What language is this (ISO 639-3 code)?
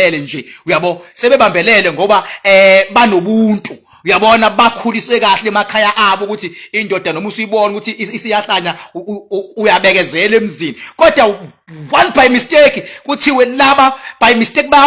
zul